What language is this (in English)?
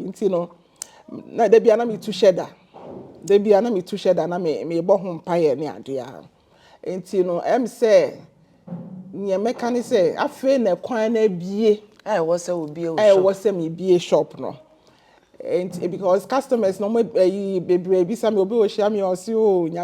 Akan